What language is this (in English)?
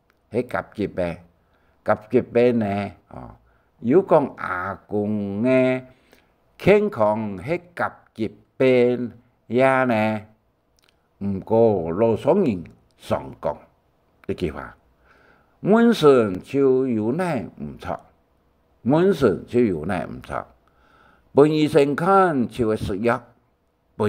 Hakka Chinese